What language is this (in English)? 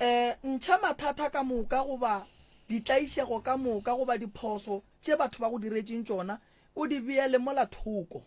Northern Sotho